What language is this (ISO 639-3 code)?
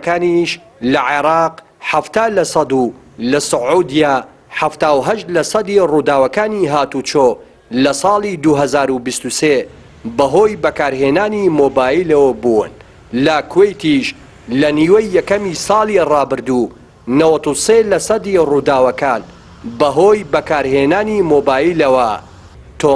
ckb